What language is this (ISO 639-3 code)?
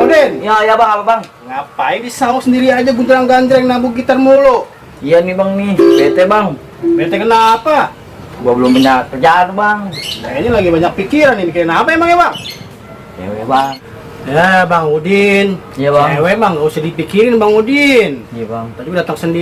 bew